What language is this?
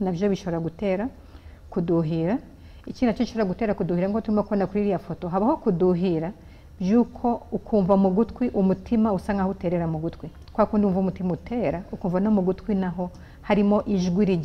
Kinyarwanda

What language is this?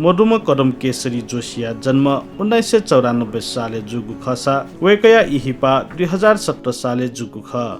Newari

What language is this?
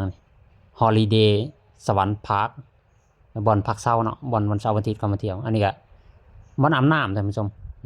Lao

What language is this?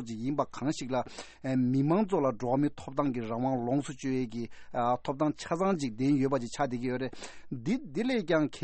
Tibetan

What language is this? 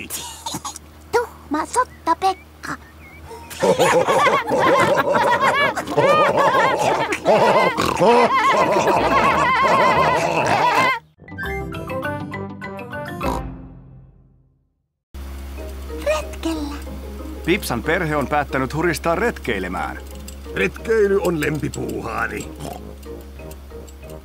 Finnish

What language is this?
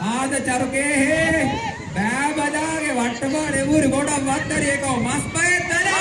Divehi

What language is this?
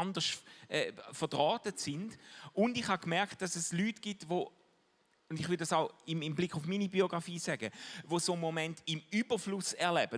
Swiss German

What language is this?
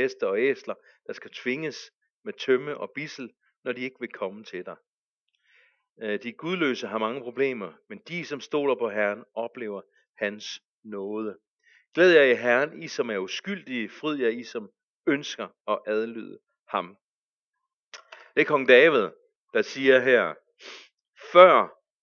Danish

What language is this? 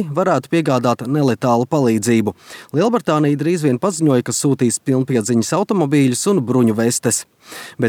Latvian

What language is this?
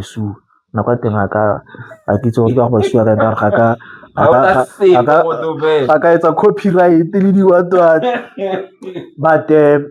Tswana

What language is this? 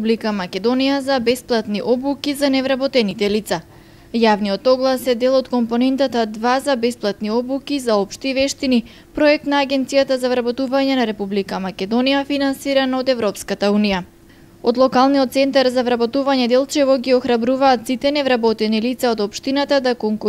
Macedonian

